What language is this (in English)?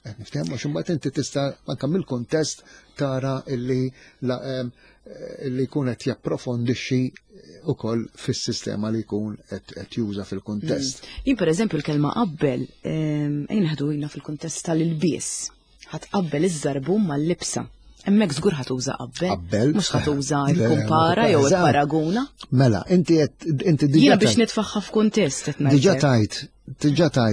Maltese